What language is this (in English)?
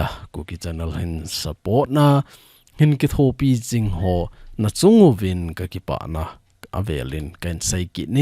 Thado Chin